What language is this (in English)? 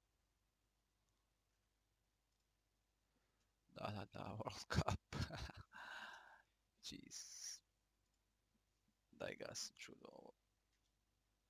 Croatian